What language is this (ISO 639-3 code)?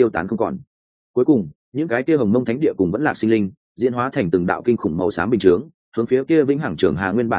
vie